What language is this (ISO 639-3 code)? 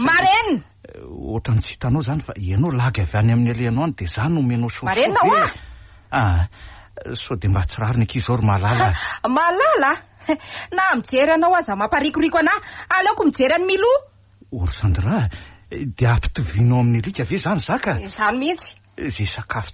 mlg